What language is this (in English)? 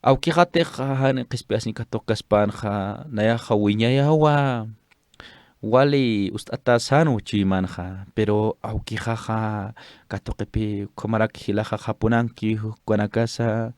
Aymara